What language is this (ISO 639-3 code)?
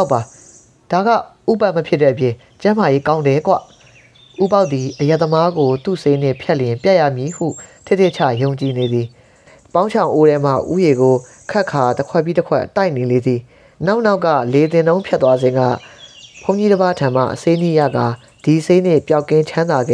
mya